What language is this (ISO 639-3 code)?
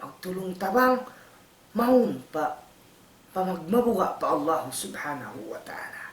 tsg